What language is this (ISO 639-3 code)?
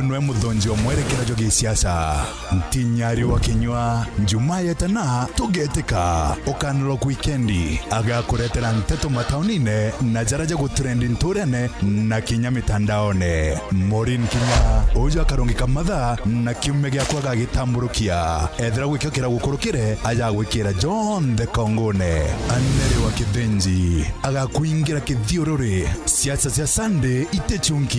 mer